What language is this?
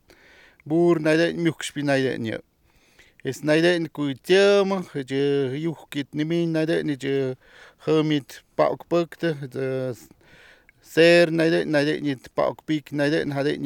Slovenian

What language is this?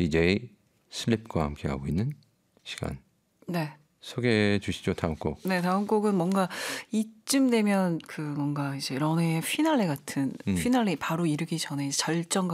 Korean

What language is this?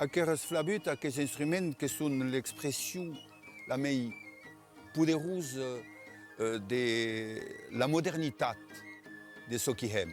Occitan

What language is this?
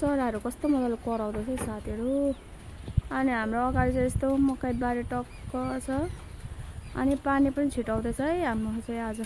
Nepali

